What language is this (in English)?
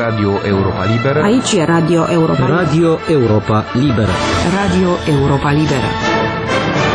Romanian